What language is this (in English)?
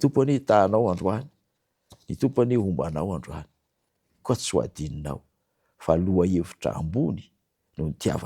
Malagasy